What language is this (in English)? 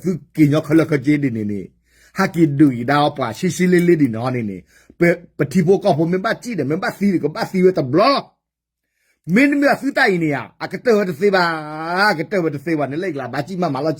S'gaw Karen